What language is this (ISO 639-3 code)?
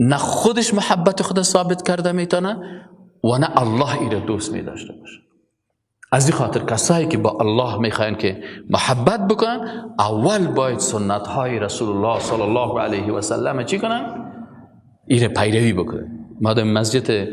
fas